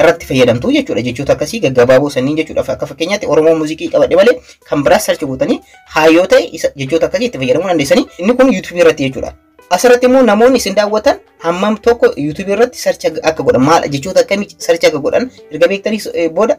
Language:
Oromo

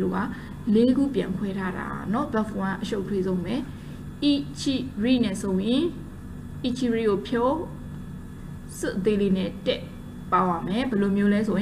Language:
Burmese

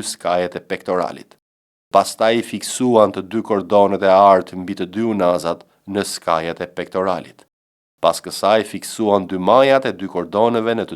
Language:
Albanian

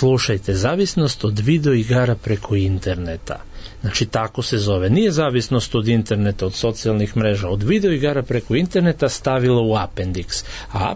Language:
Serbian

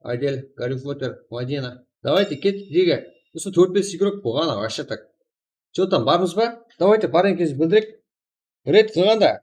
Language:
Kara-Kalpak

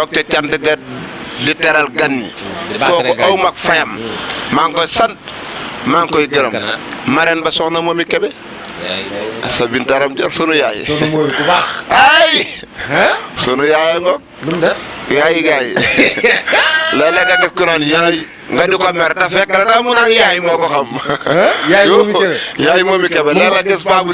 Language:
Wolof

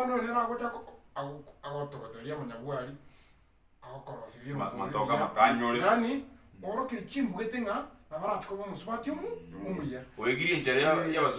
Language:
Gusii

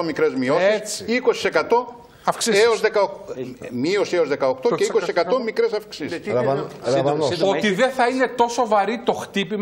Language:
Greek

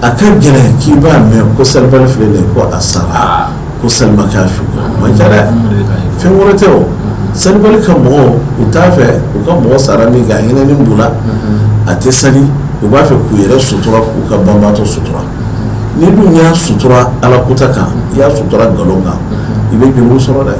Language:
Bambara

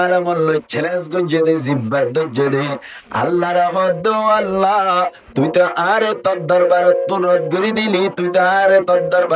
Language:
Rohingya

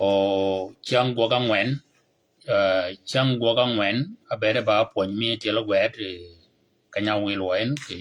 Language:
Shilluk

